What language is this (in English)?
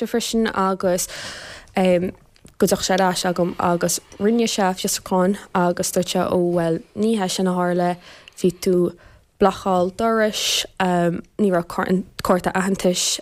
Irish